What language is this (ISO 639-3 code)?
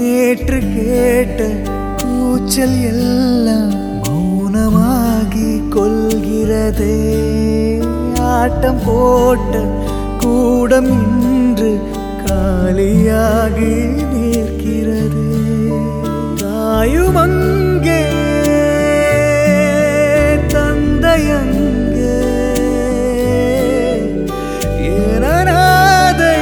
tam